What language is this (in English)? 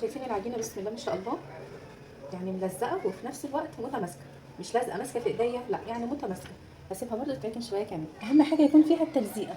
Egyptian Arabic